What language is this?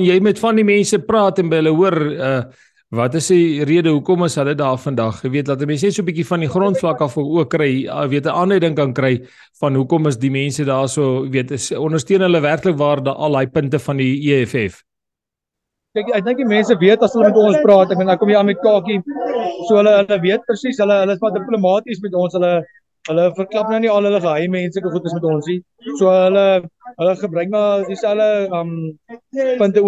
Afrikaans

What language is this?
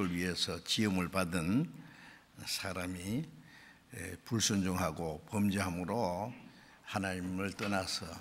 Korean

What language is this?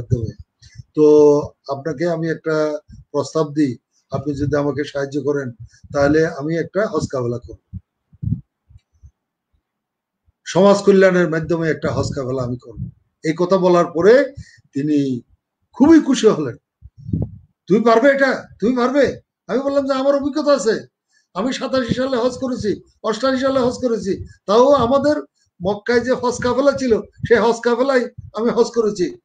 Bangla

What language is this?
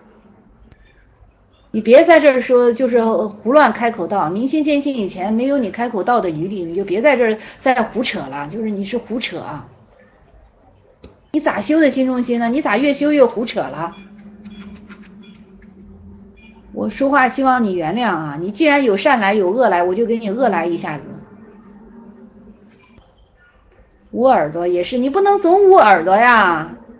Chinese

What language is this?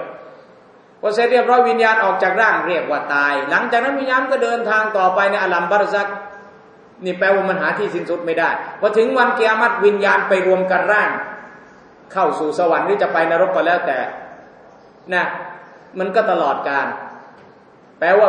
Thai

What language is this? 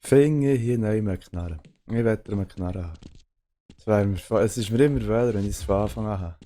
Swiss German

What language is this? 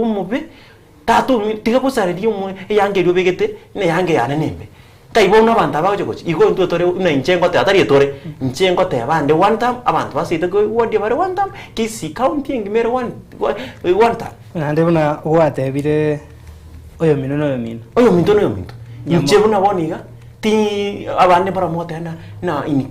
Gusii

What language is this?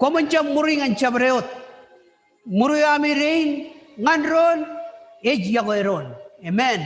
Marshallese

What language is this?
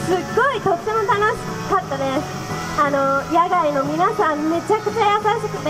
Japanese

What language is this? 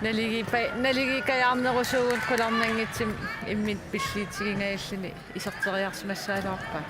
Kalaallisut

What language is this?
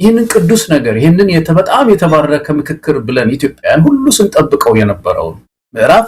Amharic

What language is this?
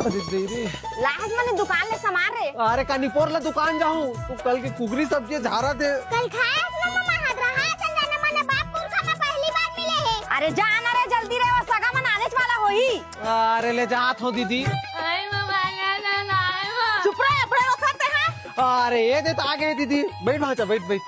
Chhattisgarhi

